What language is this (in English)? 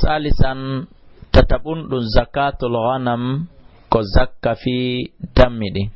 Fula